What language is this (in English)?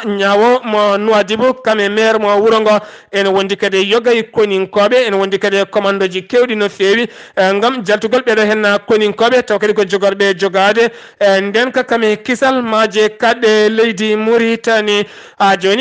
Fula